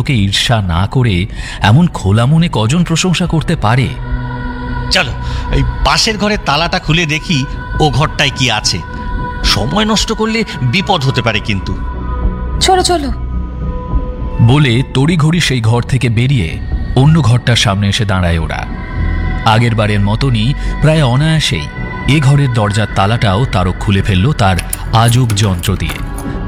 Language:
Bangla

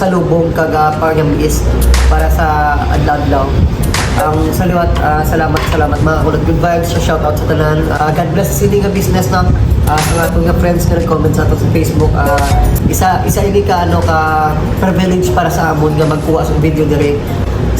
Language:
Hiligaynon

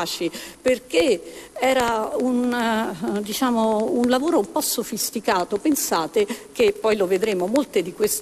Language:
Italian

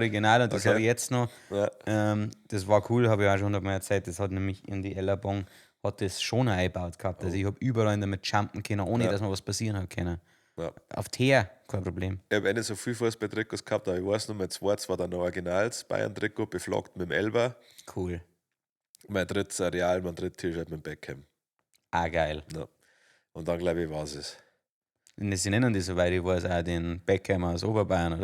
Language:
Bavarian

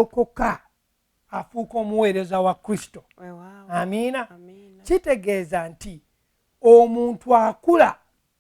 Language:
Ganda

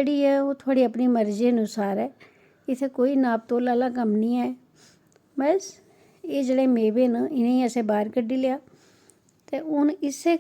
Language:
Dogri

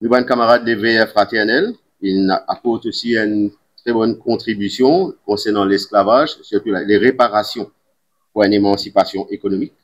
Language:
Morisyen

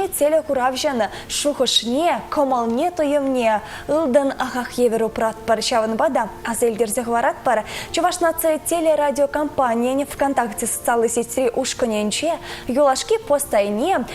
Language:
Chuvash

